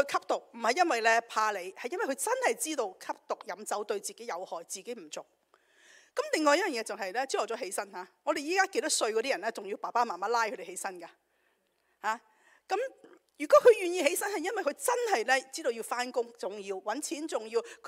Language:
Cantonese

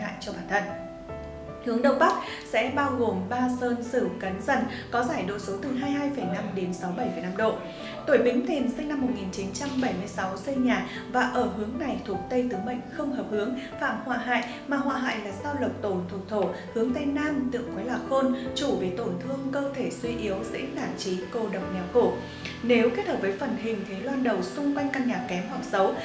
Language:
Vietnamese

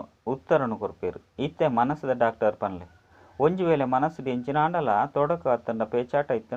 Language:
Tulu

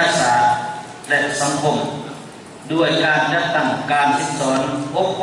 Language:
Lao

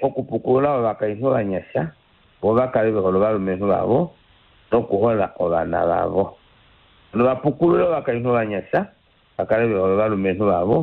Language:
Kuanyama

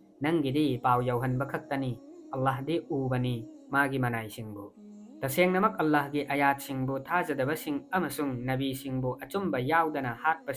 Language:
Manipuri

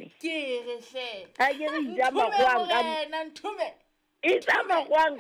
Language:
Southern Sotho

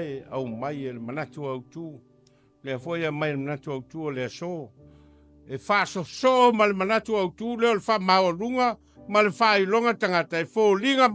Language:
Samoan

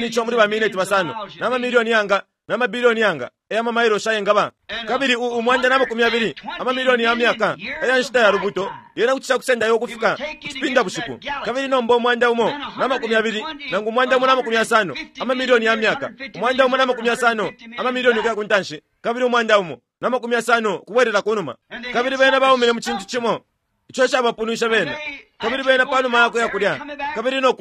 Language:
Bemba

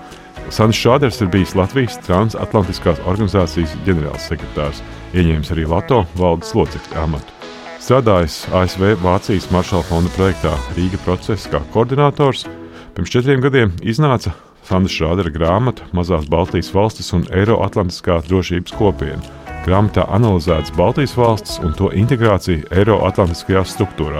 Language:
Latvian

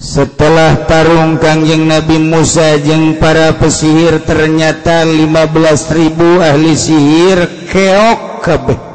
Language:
Sundanese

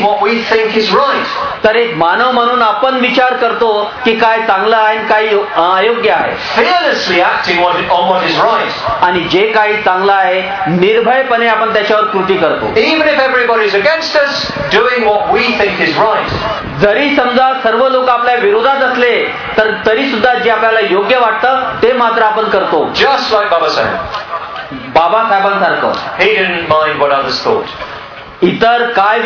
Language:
Marathi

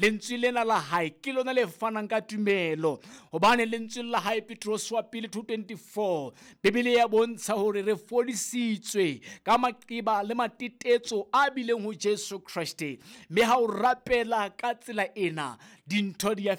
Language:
Southern Sotho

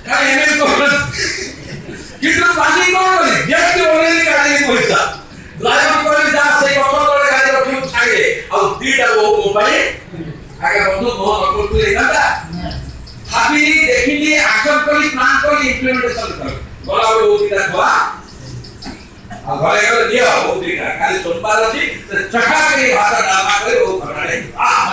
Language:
Odia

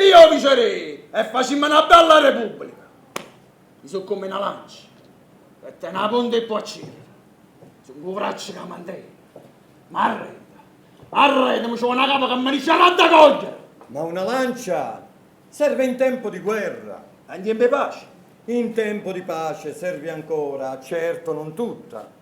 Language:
Neapolitan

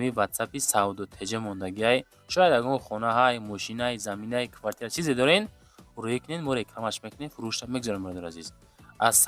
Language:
Tajik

